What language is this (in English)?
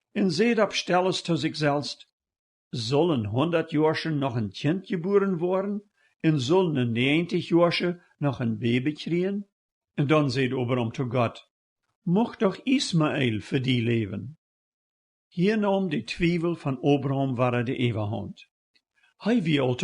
Plautdietsch